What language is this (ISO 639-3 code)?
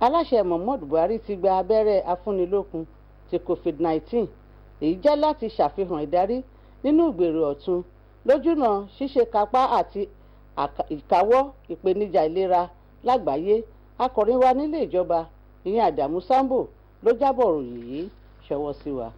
yor